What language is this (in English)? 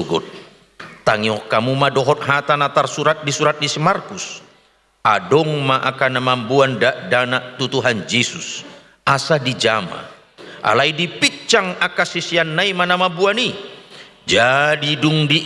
Batak Toba